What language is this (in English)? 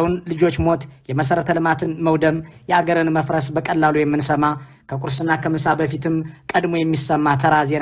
Amharic